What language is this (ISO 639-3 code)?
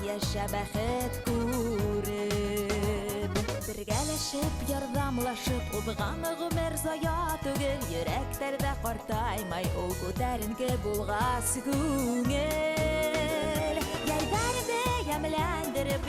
bak